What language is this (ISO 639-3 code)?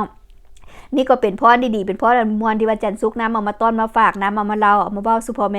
lao